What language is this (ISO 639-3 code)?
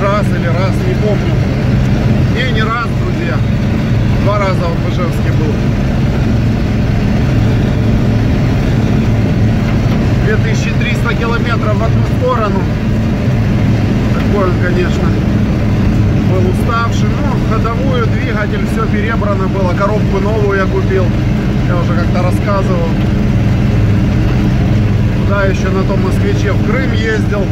rus